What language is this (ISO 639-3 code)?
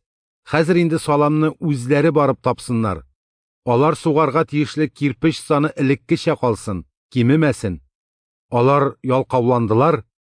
tat